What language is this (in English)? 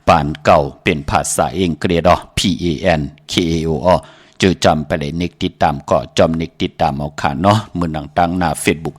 Shan